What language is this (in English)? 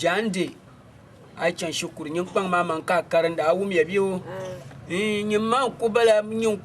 Dagbani